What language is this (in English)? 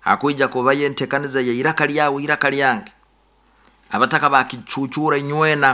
Nyoro